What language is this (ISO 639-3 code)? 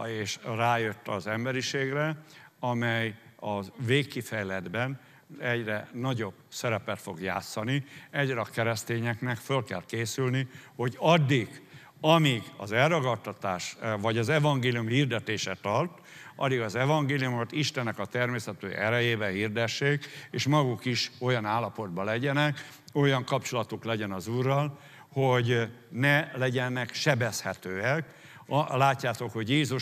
hun